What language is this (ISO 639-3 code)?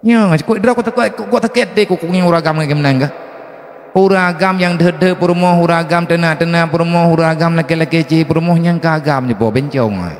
ace